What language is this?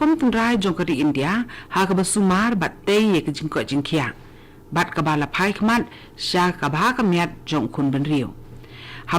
Khasi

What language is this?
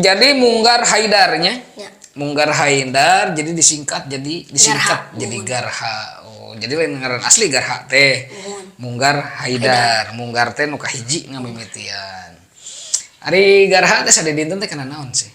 Sundanese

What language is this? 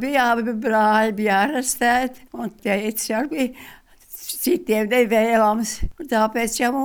Latvian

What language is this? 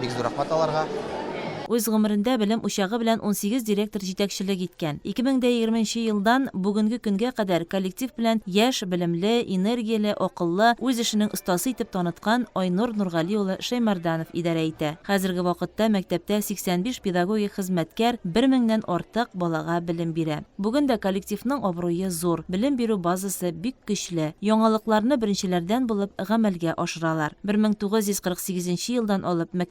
Tatar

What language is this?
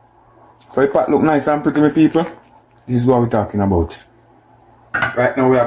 Jamaican Creole English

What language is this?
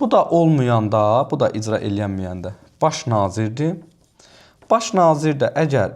Azerbaijani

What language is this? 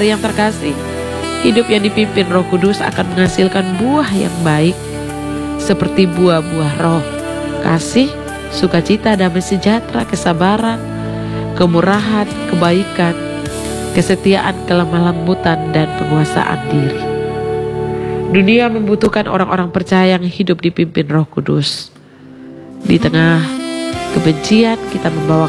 Indonesian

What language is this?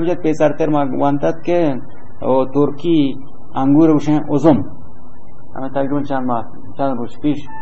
Baluchi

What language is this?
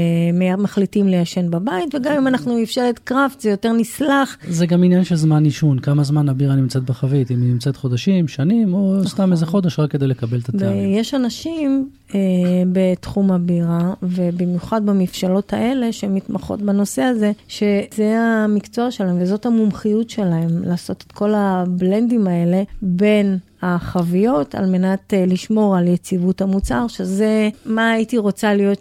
Hebrew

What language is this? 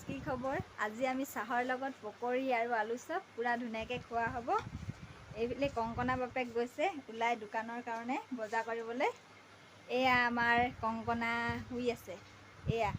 Assamese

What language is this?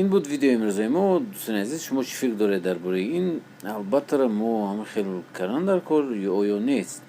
Tajik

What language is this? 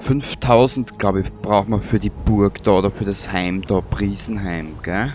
Bavarian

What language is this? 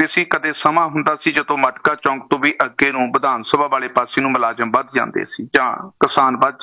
Punjabi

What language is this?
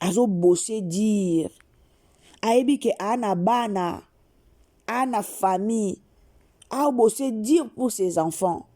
Lingala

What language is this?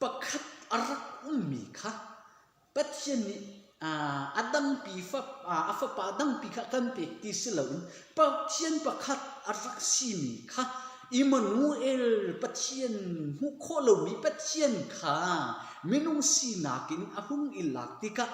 Hakha Chin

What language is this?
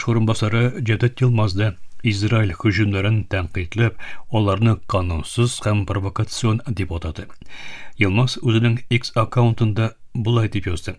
Tatar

